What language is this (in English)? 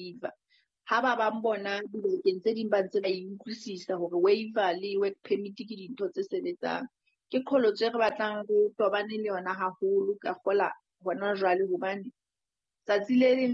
Southern Sotho